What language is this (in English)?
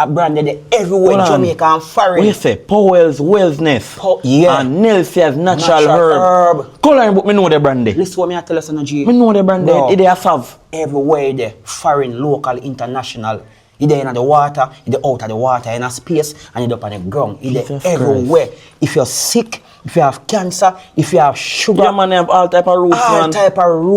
Jamaican Creole English